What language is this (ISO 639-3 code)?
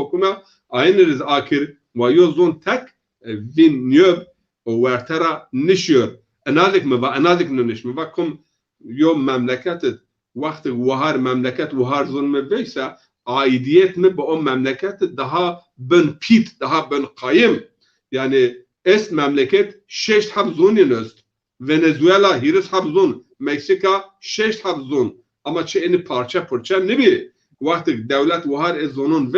zza